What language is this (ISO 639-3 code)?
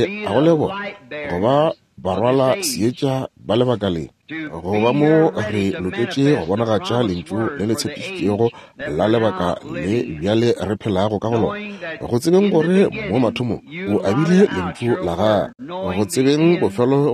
nso